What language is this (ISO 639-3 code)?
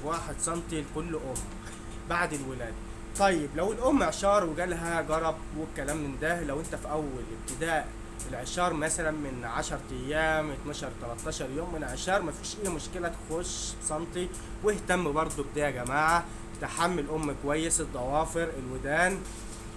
arz